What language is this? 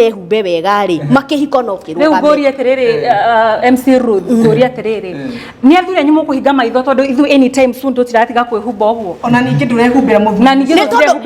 Kikuyu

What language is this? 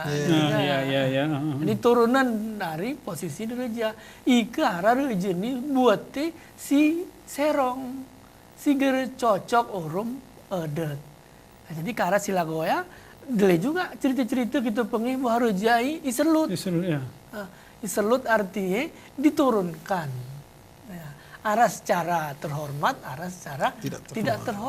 Gayo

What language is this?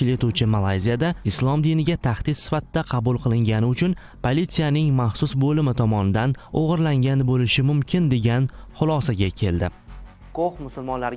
Uzbek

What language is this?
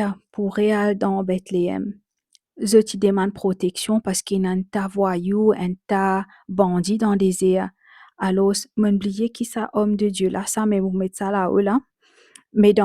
Morisyen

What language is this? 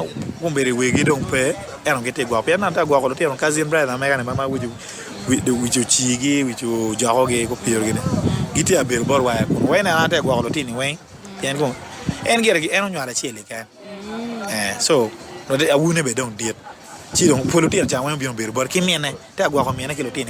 Acoli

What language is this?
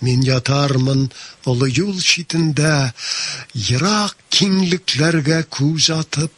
Tatar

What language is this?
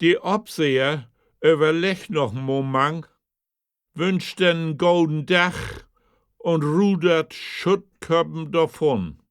Low German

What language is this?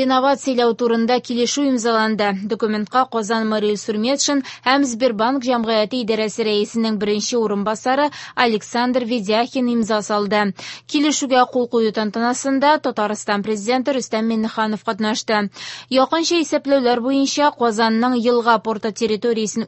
Tatar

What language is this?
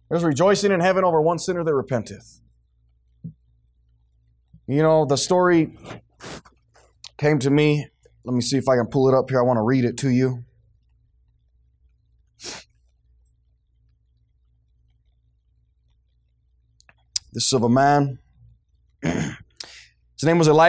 English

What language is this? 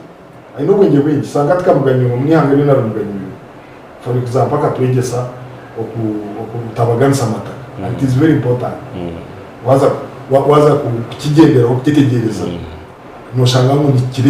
Nyankole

